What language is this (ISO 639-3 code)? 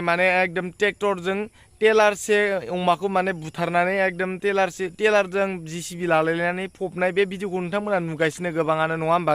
brx